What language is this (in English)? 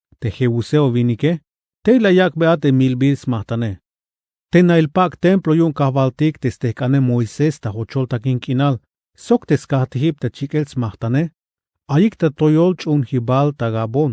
Tzeltal